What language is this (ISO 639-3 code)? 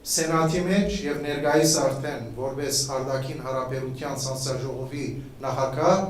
hyw